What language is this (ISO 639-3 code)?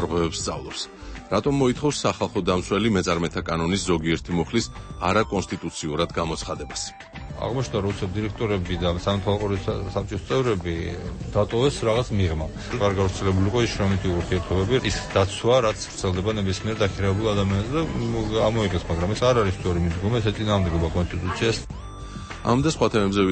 kat